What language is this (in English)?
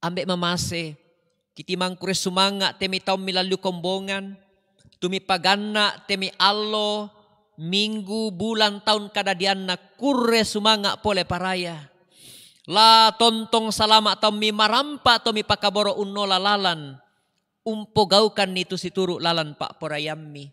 Toraja-Sa'dan